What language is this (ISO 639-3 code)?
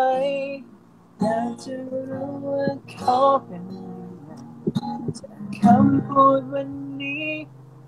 tha